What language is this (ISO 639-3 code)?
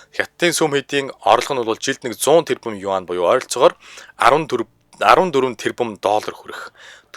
mon